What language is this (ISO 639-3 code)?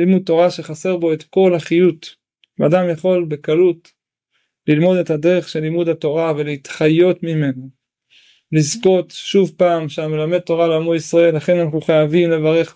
heb